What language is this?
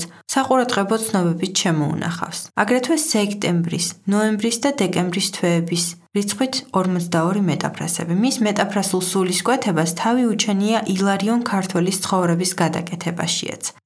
Georgian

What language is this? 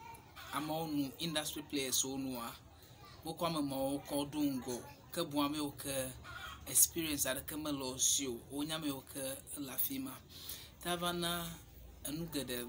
Ewe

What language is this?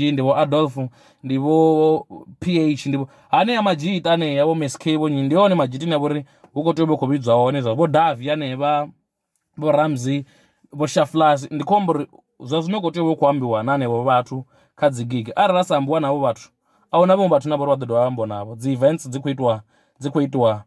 Venda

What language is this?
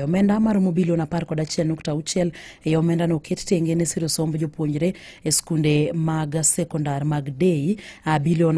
Luo (Kenya and Tanzania)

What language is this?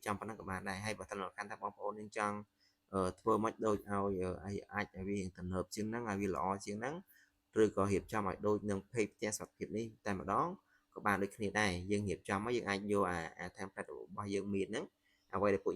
Khmer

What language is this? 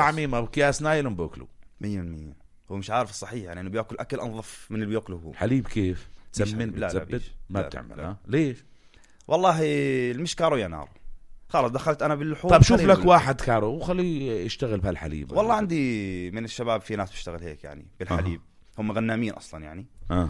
North Levantine Arabic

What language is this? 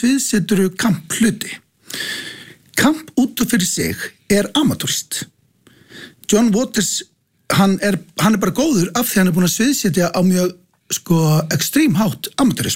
Icelandic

